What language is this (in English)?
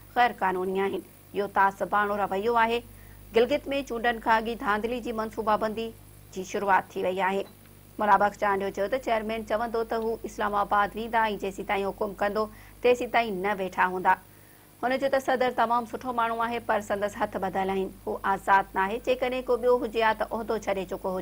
Sindhi